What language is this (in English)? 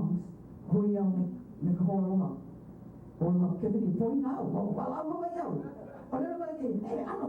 Hawaiian